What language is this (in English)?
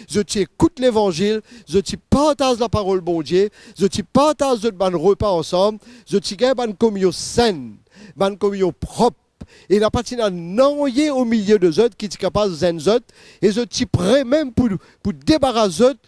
Morisyen